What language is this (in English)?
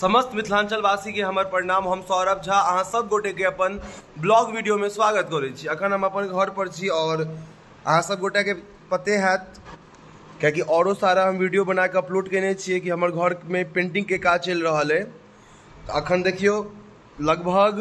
Maithili